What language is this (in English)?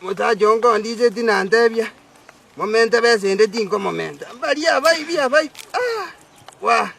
Gusii